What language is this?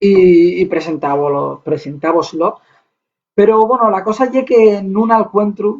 Asturian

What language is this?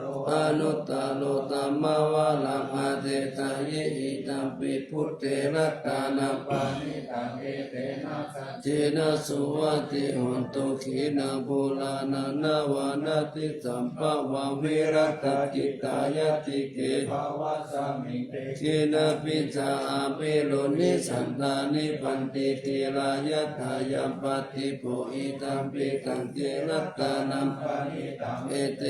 Pali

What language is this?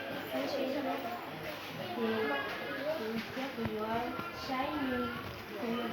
Hmong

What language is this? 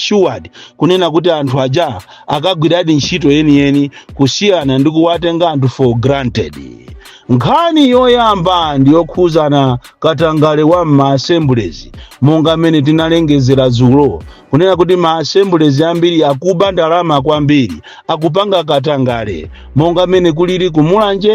Nyanja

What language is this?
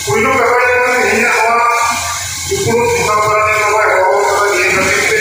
Santali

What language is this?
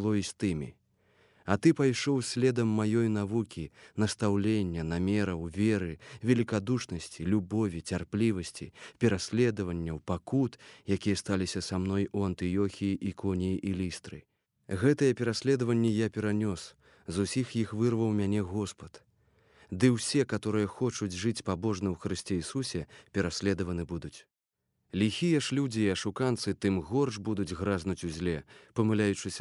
Belarusian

